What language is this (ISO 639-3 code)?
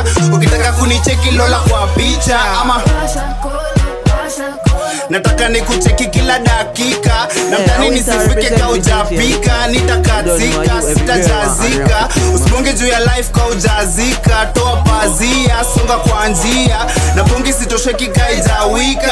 swa